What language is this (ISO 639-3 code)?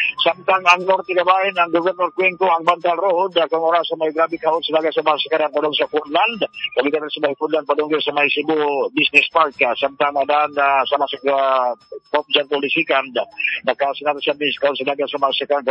ceb